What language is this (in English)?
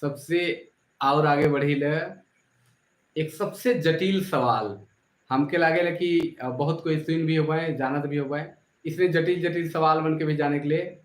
Sadri